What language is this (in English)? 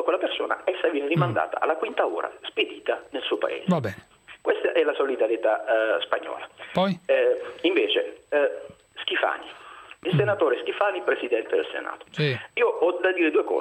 Italian